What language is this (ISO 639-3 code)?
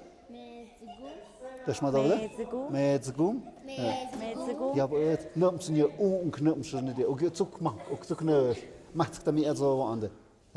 mxp